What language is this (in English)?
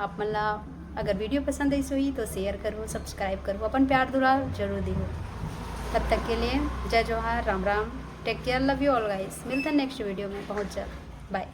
Chhattisgarhi